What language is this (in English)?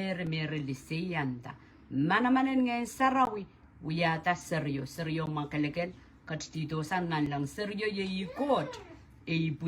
Pohnpeian